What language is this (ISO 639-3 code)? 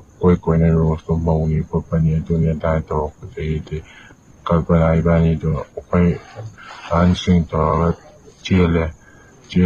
mni